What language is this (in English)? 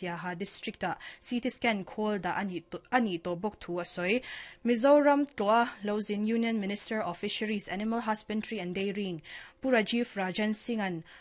Mizo